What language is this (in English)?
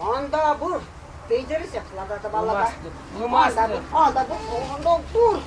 Chuvash